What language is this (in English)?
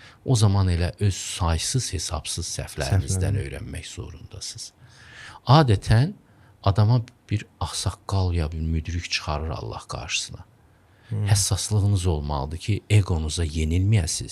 Azerbaijani